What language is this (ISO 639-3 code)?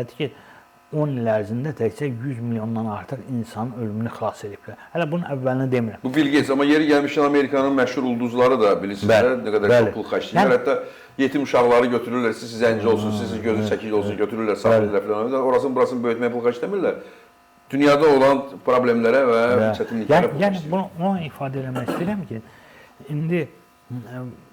aze